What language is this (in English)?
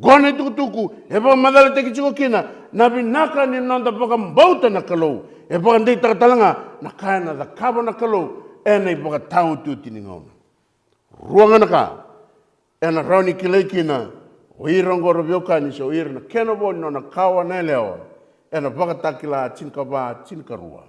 Fijian